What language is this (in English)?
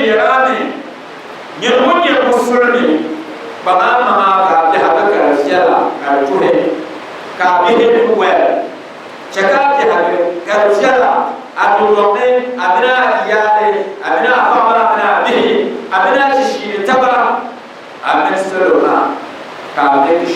Dagbani